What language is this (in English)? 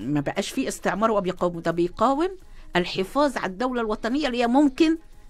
Egyptian Arabic